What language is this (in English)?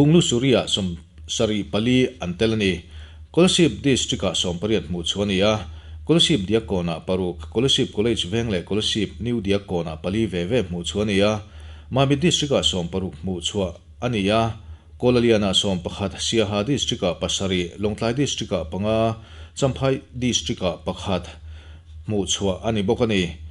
Mizo